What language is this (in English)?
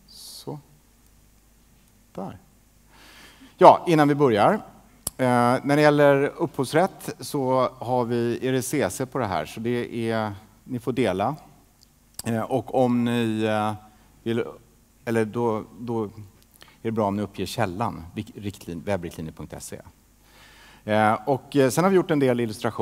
Swedish